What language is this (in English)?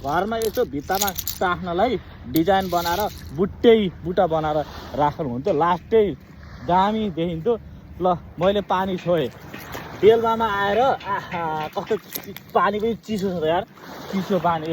Nepali